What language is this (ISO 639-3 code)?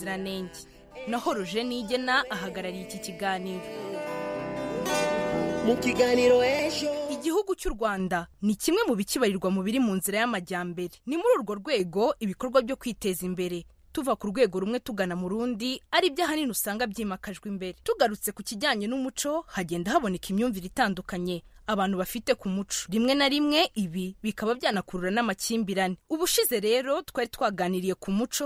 kin